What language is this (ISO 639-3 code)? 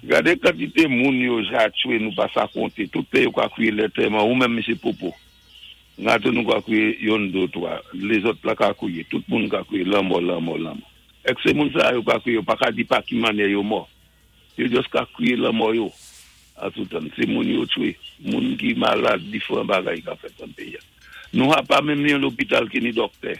acf